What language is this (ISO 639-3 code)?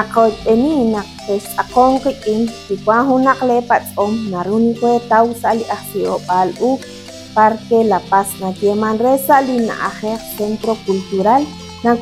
kek